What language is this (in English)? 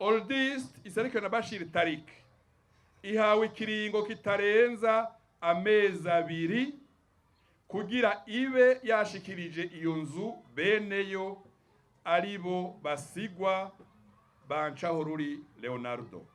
Rundi